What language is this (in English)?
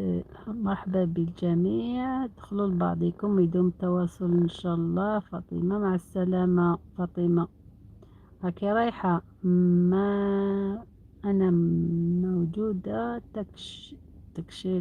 Algerian Arabic